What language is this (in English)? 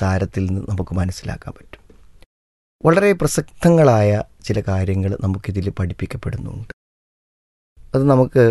Malayalam